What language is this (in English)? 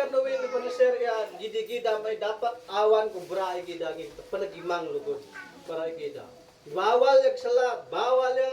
Isnag